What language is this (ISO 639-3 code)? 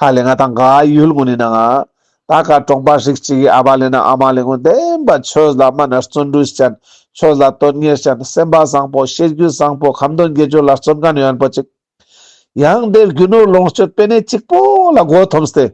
lbj